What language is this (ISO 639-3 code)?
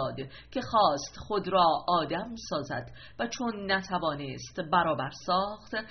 fas